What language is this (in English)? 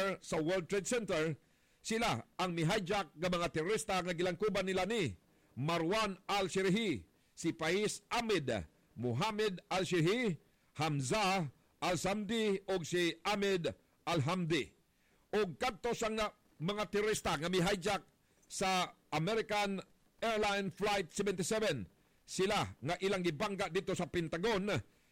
Cebuano